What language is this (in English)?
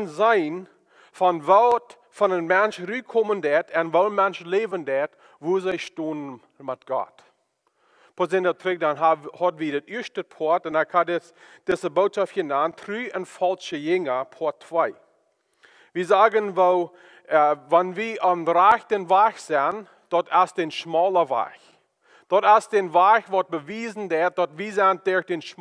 Plautdietsch